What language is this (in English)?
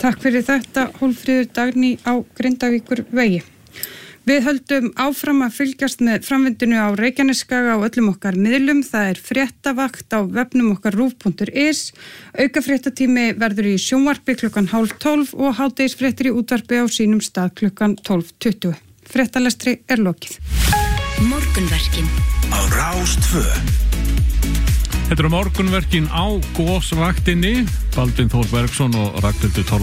Icelandic